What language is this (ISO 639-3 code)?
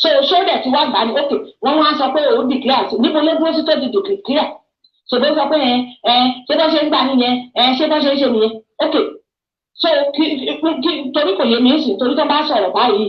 yor